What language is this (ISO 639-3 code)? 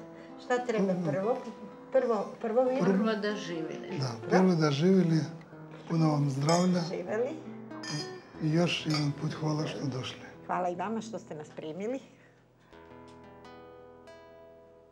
srp